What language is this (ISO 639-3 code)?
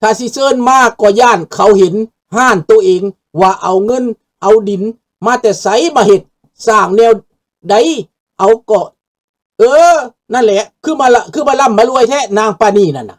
lao